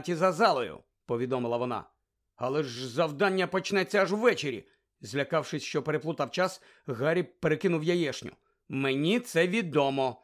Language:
Ukrainian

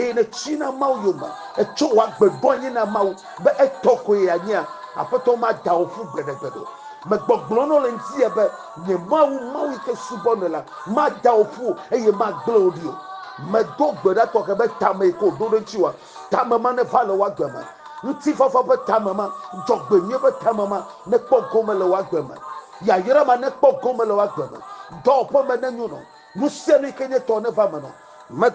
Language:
Ewe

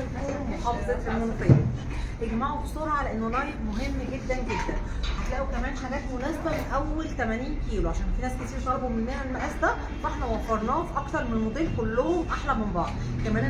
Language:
Egyptian Arabic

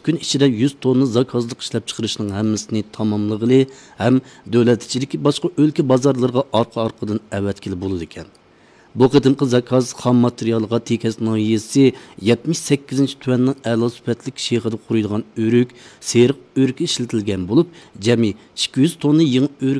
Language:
Uyghur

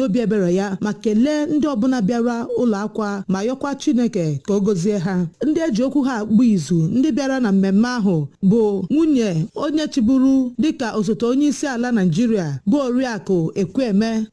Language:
Igbo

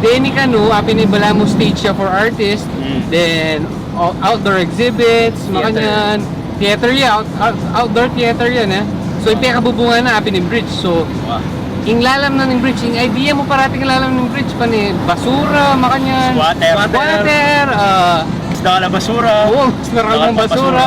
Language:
Pampanga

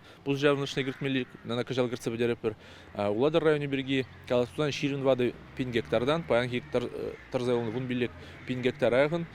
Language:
Chuvash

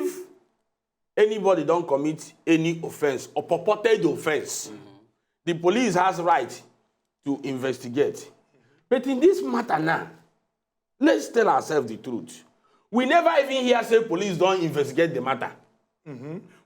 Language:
Nigerian Pidgin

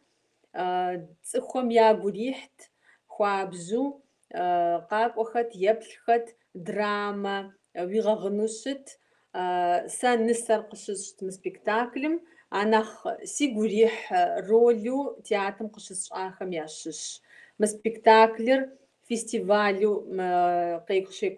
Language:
Kabardian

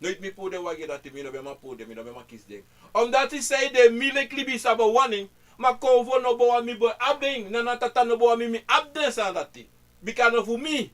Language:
Sranan Tongo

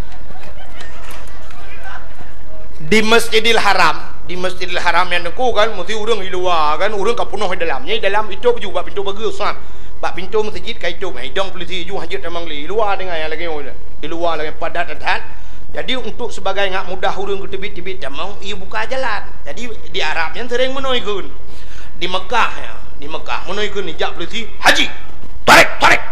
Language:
Achinese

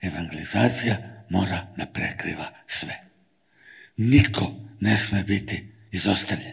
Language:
Serbian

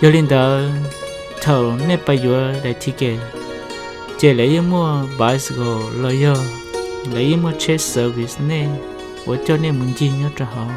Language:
Hmong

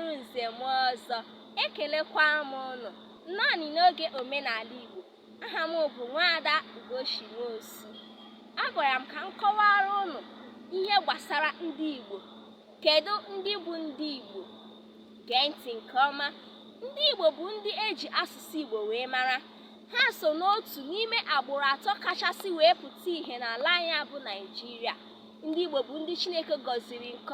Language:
Igbo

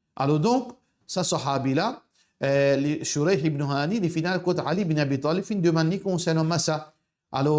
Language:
Morisyen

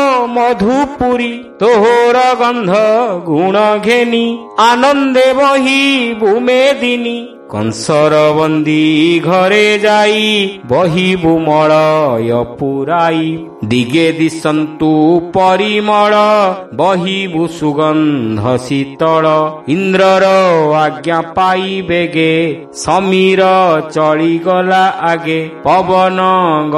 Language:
Odia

